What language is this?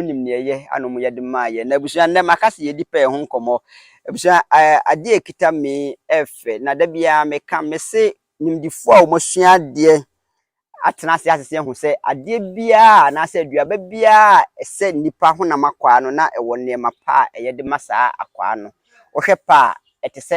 Akan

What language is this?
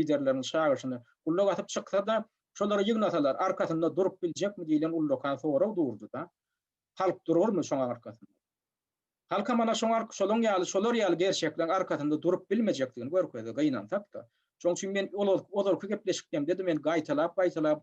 Turkmen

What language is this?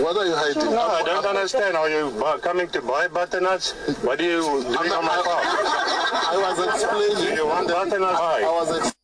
Northern Sotho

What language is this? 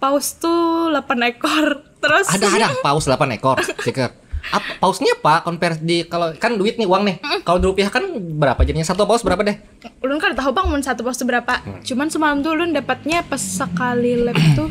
Banjar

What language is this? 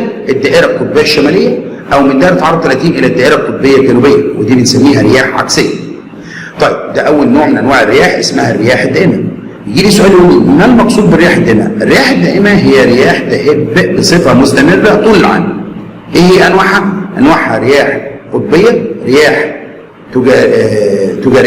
Egyptian Arabic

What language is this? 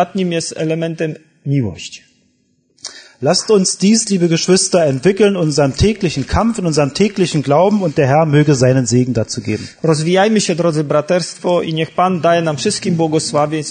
Polish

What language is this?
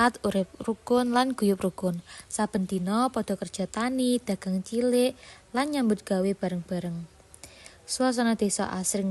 Javanese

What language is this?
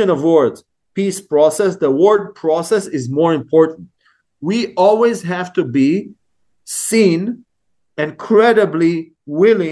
English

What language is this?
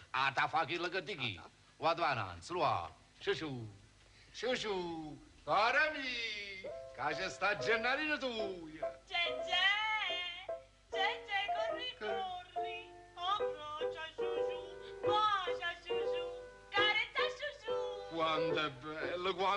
Neapolitan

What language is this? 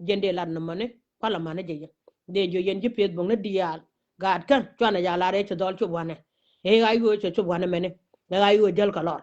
Nuer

